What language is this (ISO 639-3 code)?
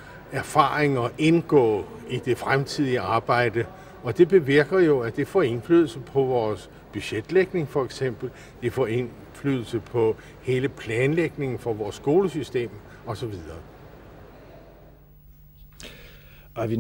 dan